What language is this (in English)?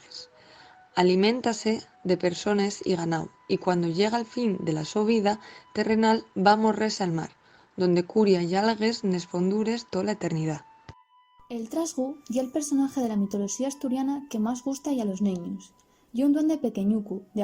Asturian